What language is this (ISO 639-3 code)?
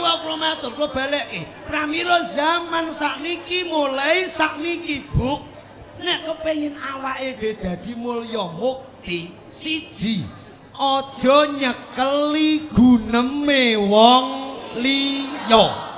jav